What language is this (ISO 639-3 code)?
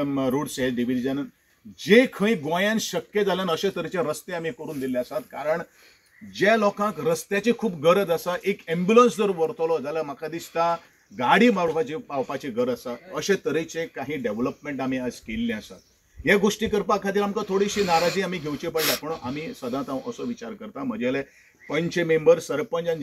kok